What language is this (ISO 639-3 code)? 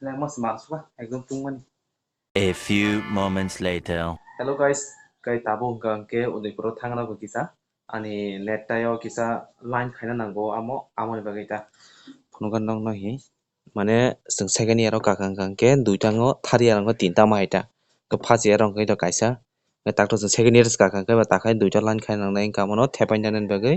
trp